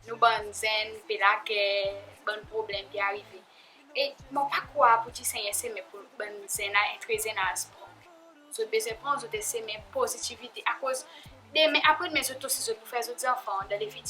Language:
Seselwa Creole French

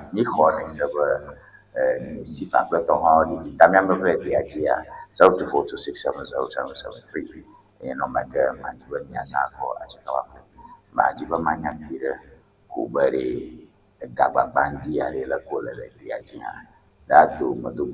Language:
Ewe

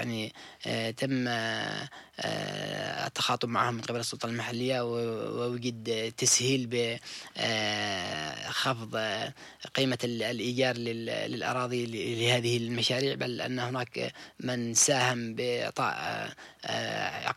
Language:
Arabic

